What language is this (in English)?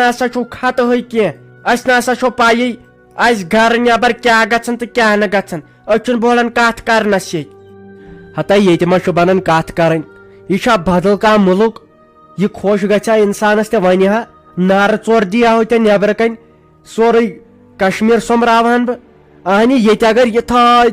Kashmiri